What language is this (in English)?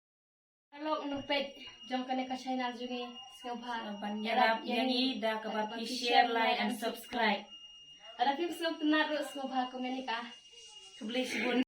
Khasi